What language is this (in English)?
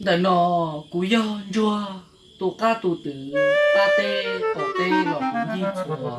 Hmong